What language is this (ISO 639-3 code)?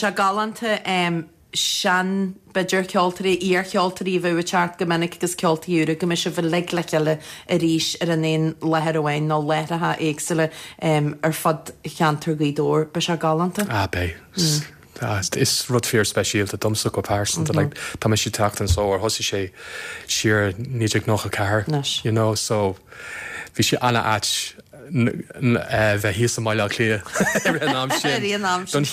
gle